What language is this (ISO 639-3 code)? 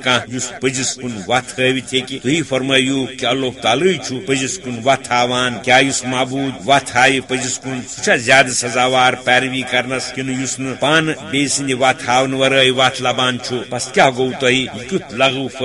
kas